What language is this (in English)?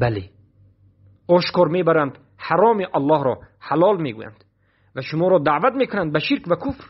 Persian